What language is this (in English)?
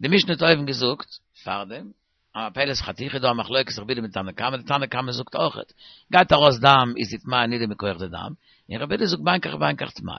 Yiddish